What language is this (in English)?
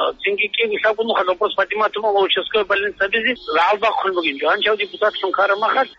Avaric